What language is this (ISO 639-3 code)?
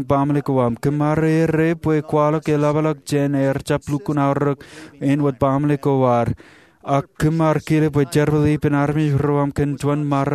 mah